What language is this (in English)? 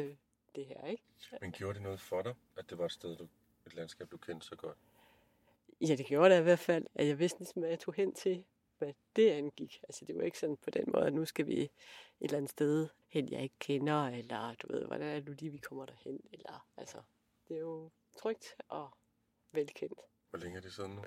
Danish